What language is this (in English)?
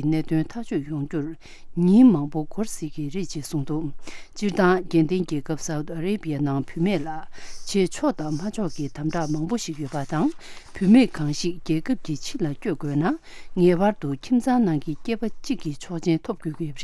Tibetan